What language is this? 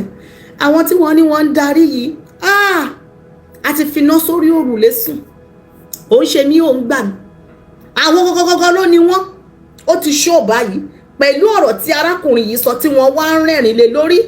Yoruba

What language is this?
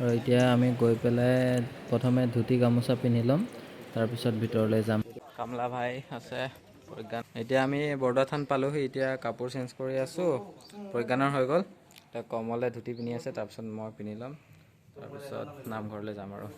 Assamese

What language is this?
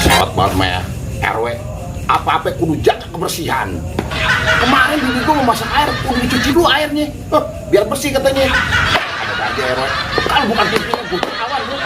Betawi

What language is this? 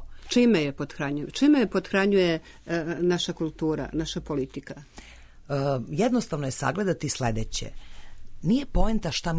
Serbian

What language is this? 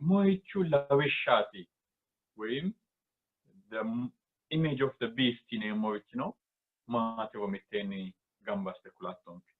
Sidamo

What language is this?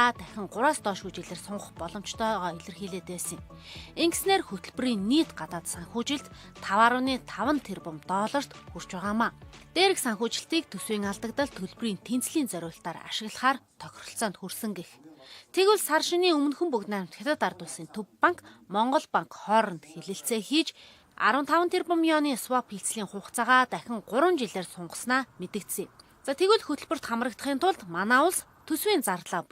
Mongolian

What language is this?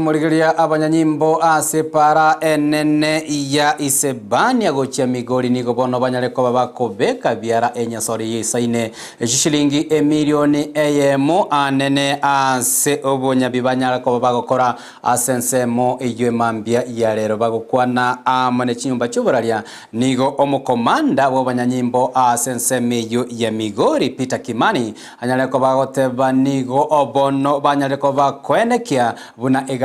Gusii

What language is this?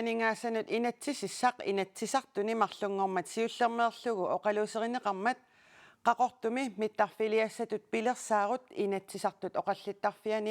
Kalaallisut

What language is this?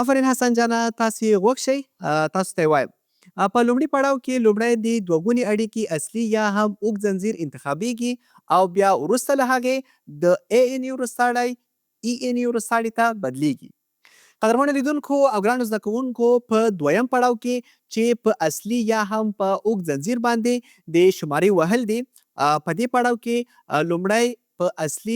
Pashto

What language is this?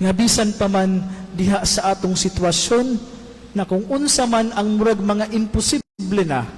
Cebuano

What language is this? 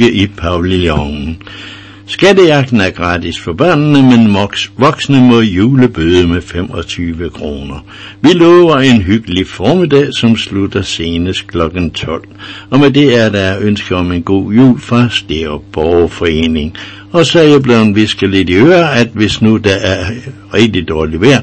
Danish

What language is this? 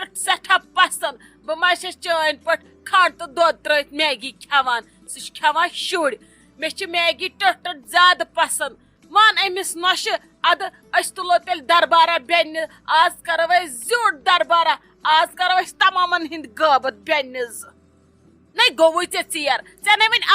Kashmiri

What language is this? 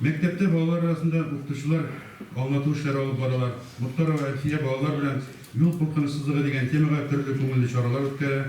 Tatar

